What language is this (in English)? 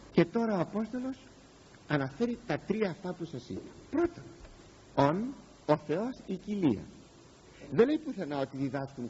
Greek